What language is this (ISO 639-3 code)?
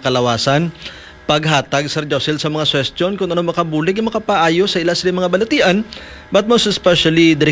hil